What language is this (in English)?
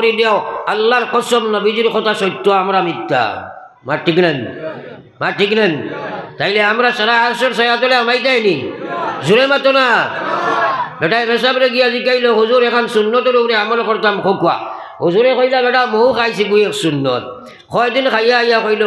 Sylheti